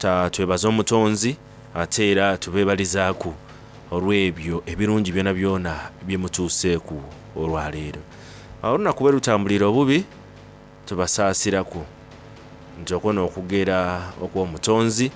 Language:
Soga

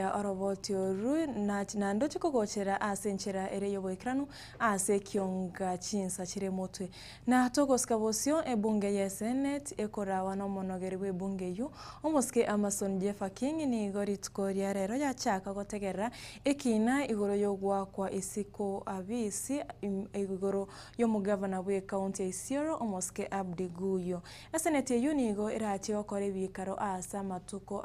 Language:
Gusii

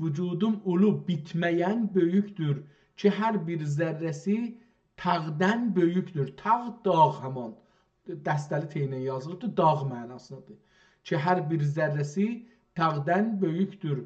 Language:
South Azerbaijani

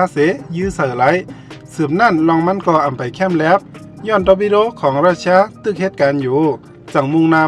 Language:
Shan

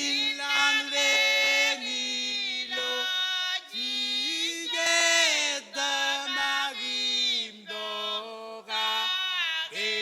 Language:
Marshallese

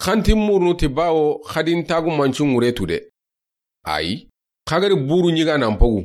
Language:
Soninke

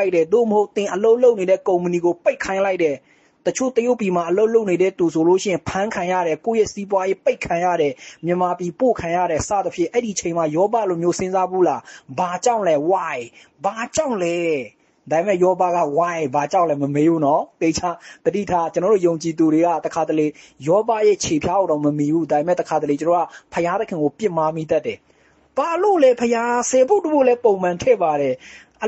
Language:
Burmese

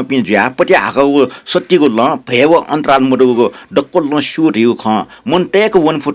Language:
Newari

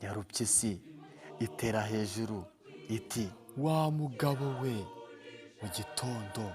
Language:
Kinyarwanda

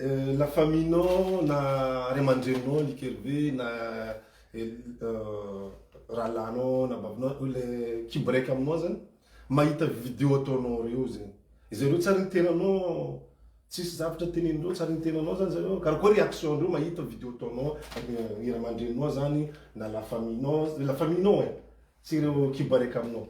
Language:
Malagasy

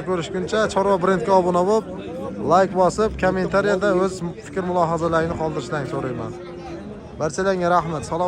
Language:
Uzbek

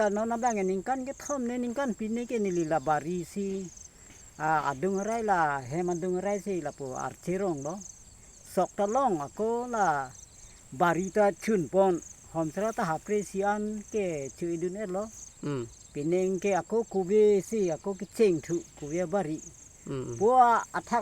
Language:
Karbi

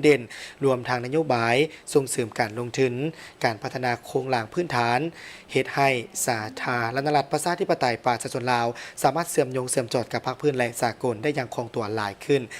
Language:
Lao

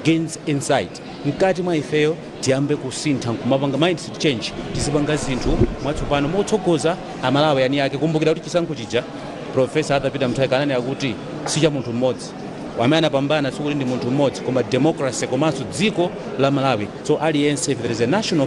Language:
Nyanja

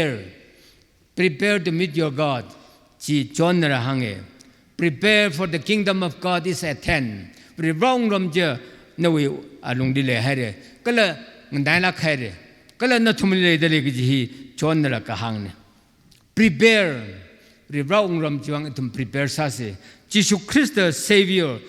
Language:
Tangkhul Naga (India)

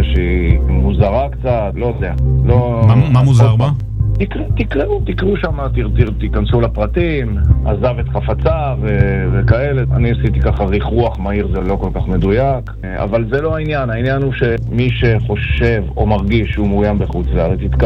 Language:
Hebrew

